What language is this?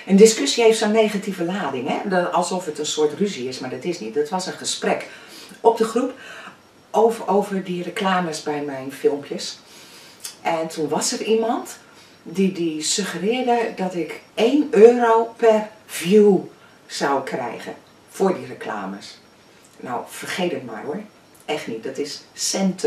Dutch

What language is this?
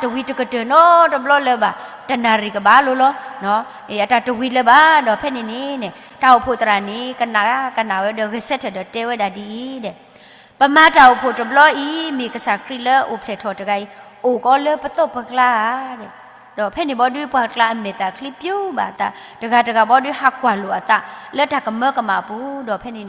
S'gaw Karen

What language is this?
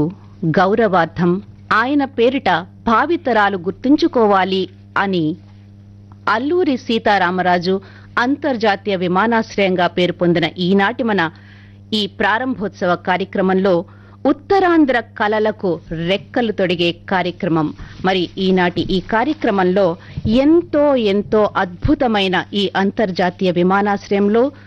Telugu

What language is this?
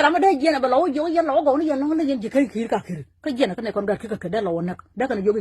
Nuer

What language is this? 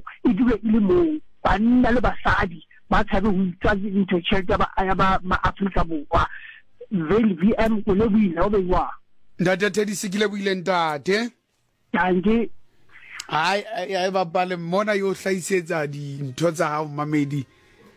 Southern Sotho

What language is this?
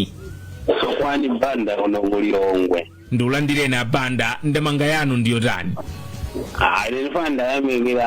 Nyanja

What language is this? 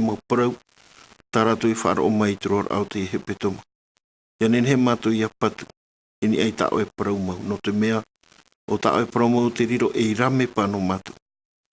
Tahitian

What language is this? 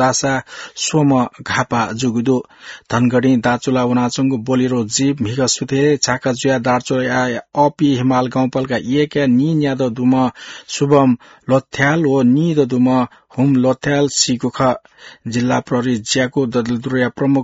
Newari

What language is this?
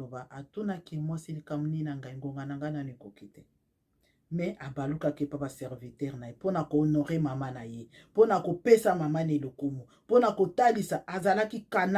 Lingala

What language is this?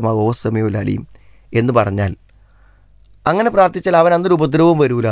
Malayalam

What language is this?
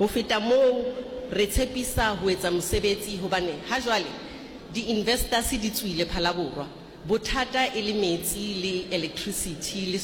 Northern Sotho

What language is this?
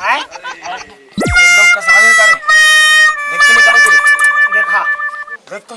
Chhattisgarhi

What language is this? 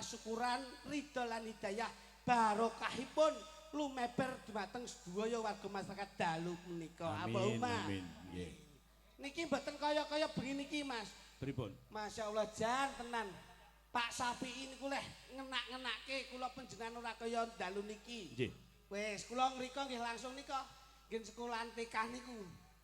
Javanese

